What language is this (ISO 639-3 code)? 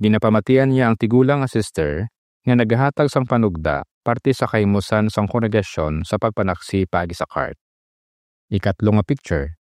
hil